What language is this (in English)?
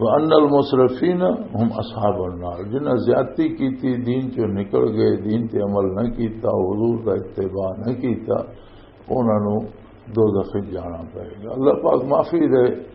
Western Panjabi